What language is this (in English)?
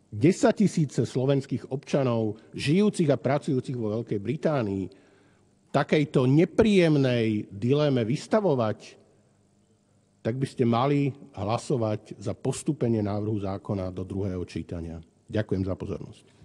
Slovak